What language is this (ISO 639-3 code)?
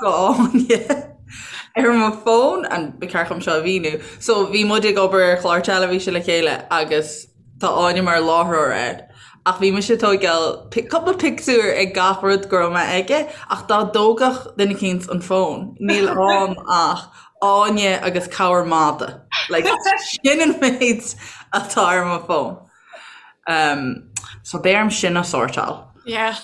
gle